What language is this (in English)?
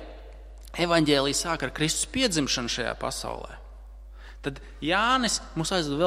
Latvian